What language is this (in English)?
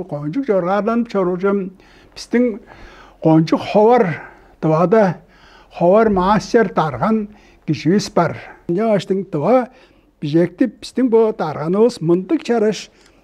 Tuvinian